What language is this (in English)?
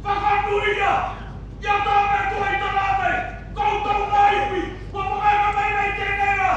Māori